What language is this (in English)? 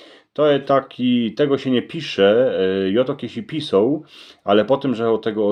Silesian